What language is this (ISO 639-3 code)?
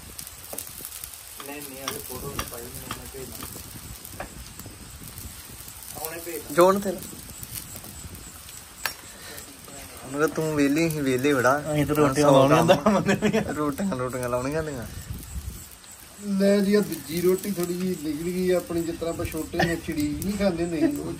pan